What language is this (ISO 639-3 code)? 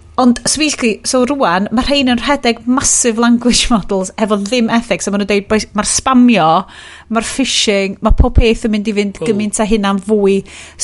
cym